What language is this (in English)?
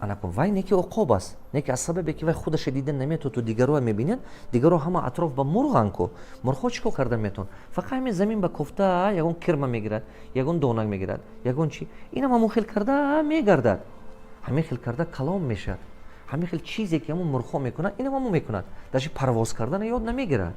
Tajik